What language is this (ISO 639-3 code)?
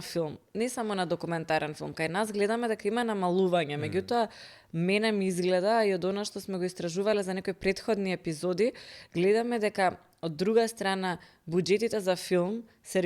mkd